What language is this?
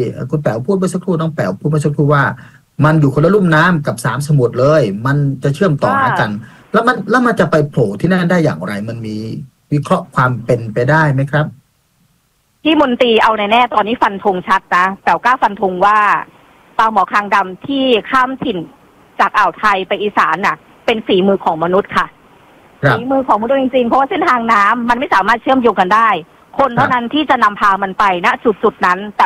Thai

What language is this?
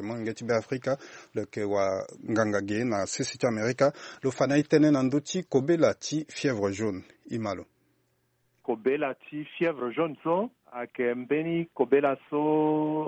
Sango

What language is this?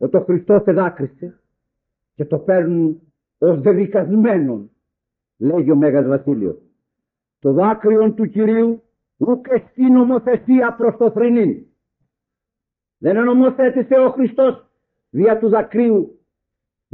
Greek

